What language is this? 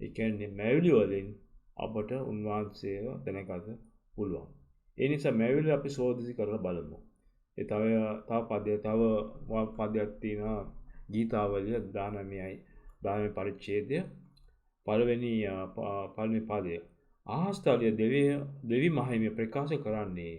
Sinhala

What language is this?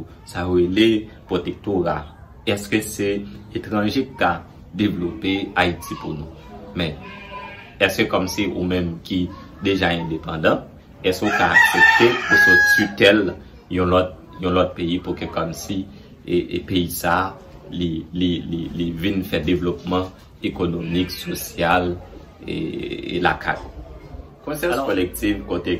Haitian Creole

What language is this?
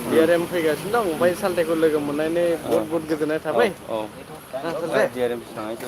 Bodo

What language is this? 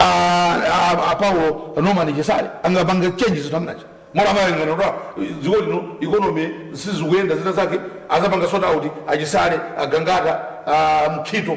Nyanja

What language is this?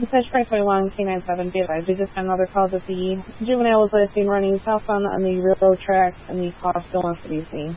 English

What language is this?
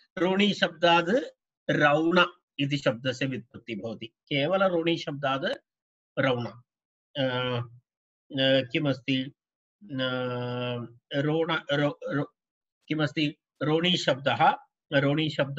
Sanskrit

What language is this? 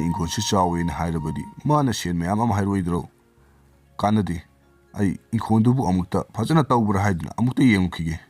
Manipuri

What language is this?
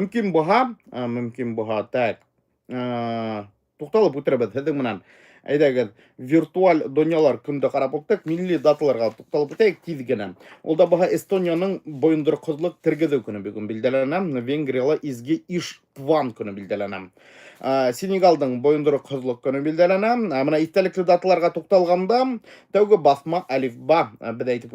Bashkir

